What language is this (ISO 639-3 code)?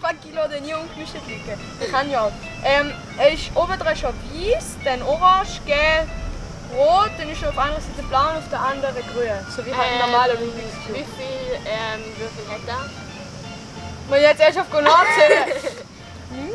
gsw